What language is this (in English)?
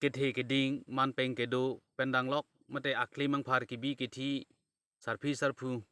Karbi